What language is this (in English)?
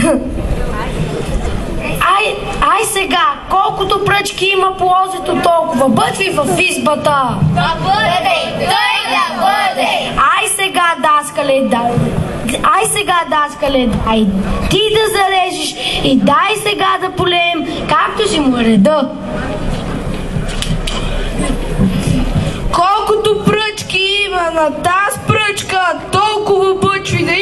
Bulgarian